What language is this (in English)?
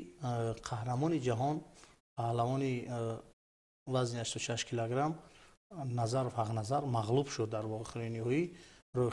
Tajik